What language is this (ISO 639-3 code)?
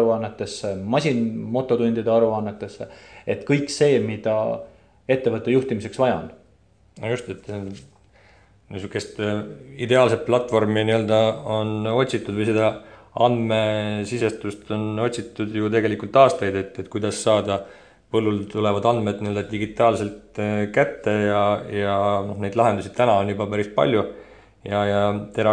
est